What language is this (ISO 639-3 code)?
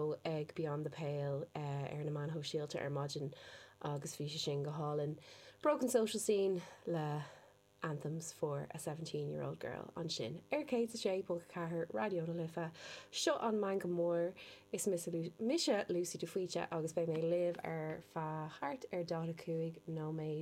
gle